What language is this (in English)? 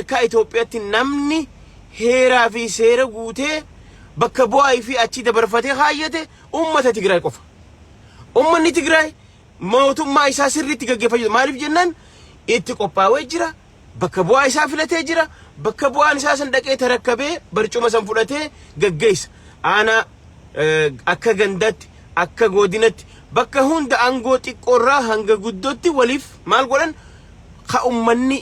Oromo